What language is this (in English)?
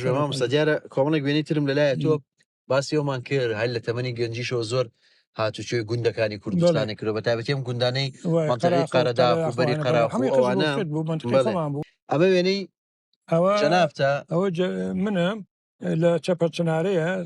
Central Kurdish